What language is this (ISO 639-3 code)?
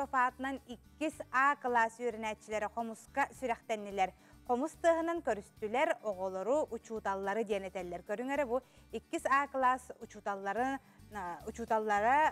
sah